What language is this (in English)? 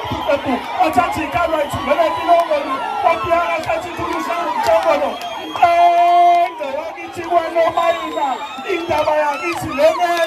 Zulu